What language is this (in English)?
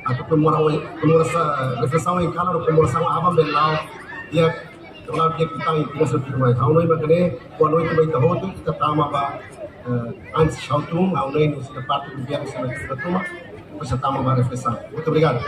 Tetum